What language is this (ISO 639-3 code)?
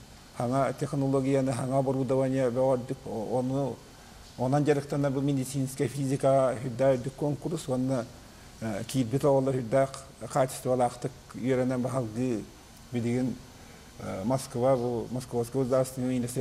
sah